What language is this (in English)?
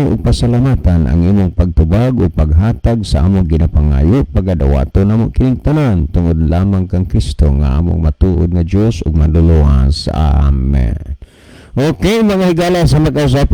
Cebuano